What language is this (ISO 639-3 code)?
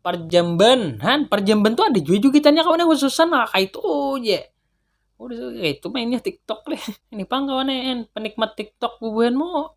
bjn